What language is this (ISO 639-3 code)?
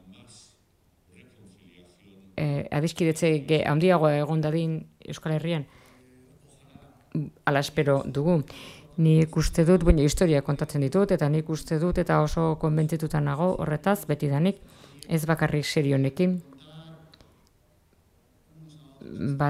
eus